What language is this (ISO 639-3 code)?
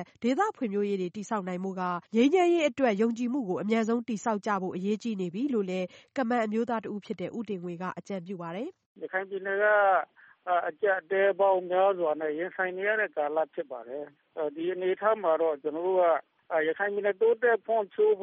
mya